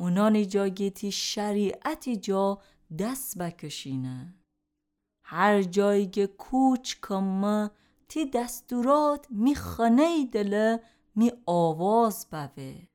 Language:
Gilaki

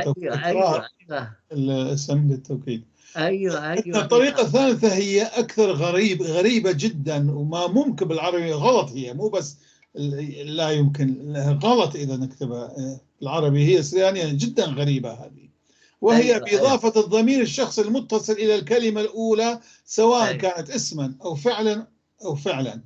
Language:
North Levantine Arabic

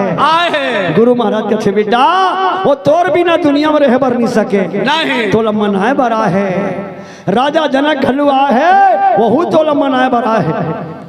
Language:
Chhattisgarhi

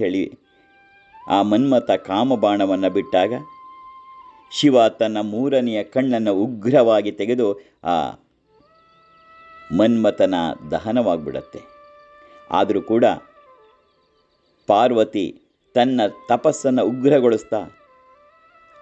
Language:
Kannada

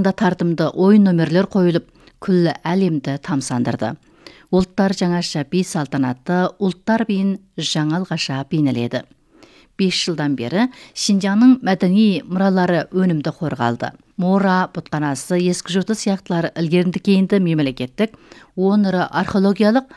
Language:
Kazakh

